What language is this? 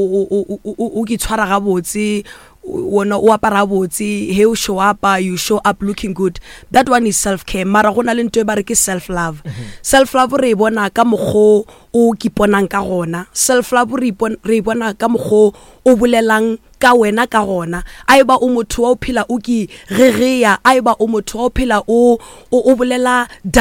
Northern Sotho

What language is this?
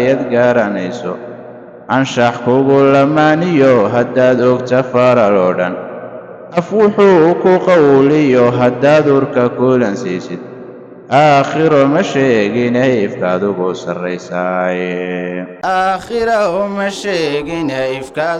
Somali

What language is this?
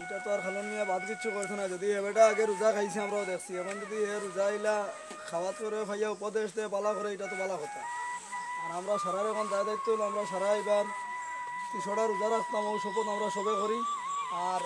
Sylheti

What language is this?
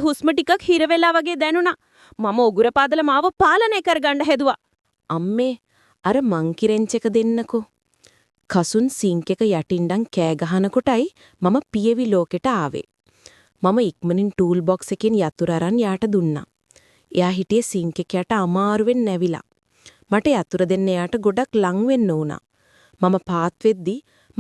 Sinhala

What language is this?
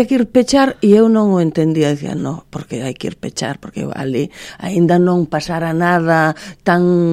Galician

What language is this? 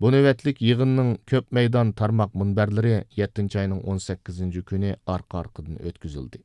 Uyghur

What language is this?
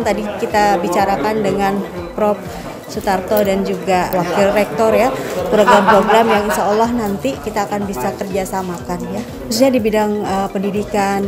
Indonesian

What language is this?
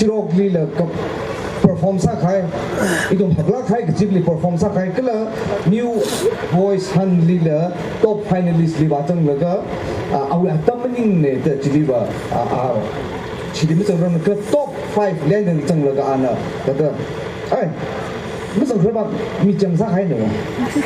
Tangkhul Naga (India)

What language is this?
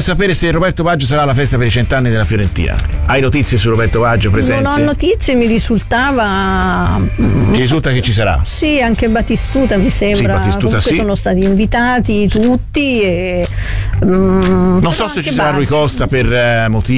Italian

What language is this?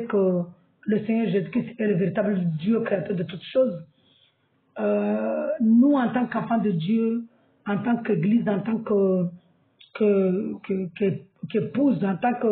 French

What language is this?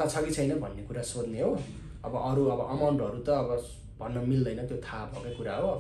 Nepali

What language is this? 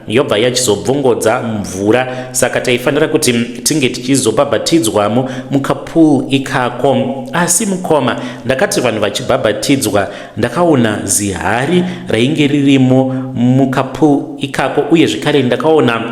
Shona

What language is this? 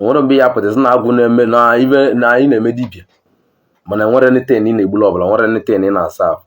Igbo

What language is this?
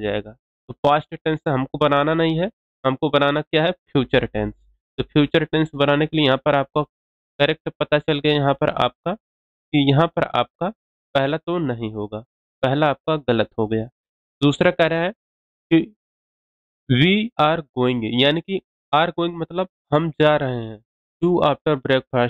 Hindi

